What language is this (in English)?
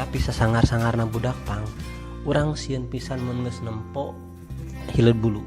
Sundanese